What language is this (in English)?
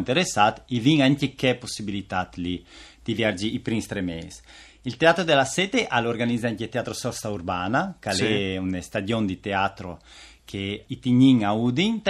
Friulian